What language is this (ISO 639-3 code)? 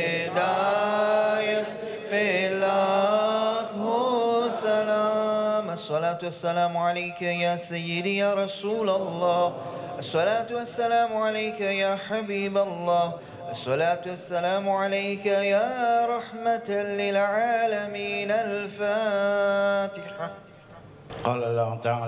fra